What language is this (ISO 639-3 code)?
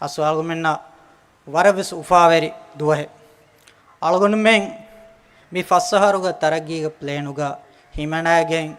div